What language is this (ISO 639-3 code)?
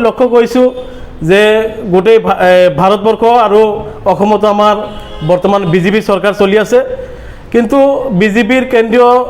asm